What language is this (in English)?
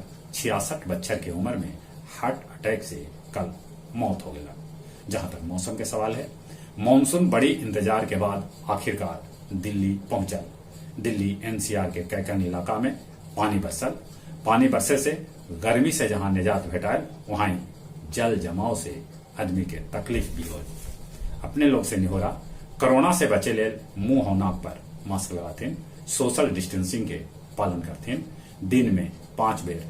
Magahi